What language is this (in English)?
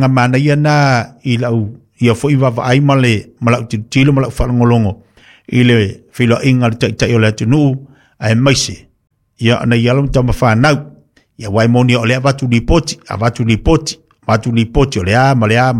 Samoan